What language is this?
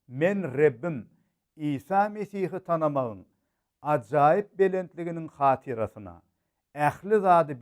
Turkmen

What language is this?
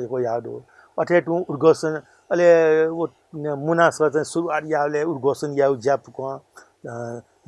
Newari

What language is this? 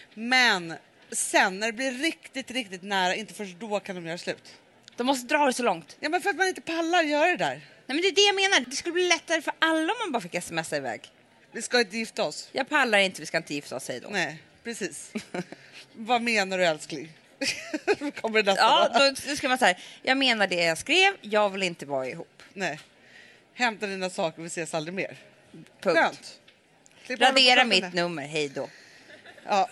Swedish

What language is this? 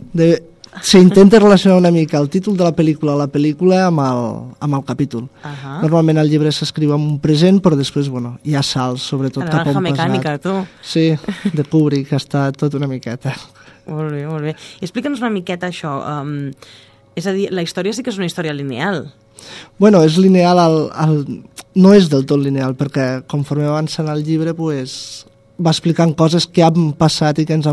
Catalan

